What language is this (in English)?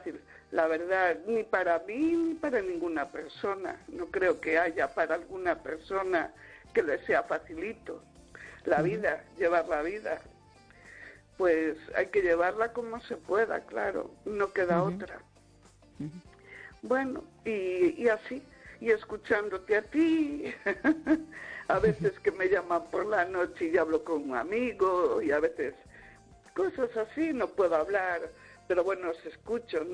Spanish